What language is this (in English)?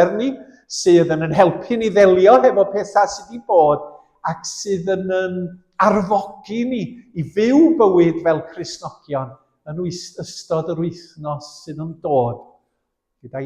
Welsh